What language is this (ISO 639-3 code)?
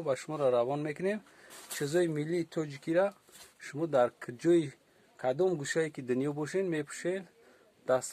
tgk